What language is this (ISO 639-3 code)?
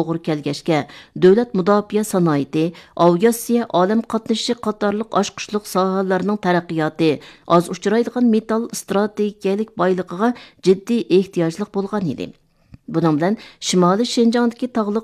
uig